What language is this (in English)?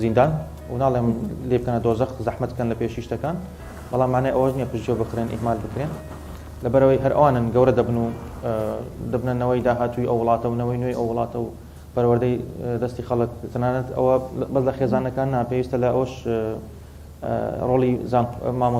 Central Kurdish